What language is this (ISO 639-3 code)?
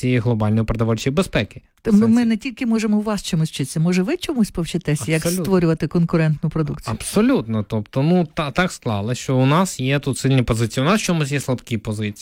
ukr